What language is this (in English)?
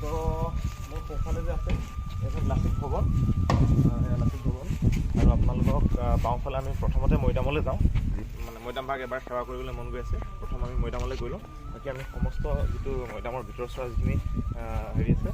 Assamese